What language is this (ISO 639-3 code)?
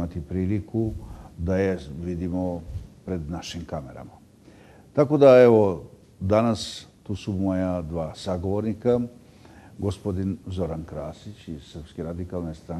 srp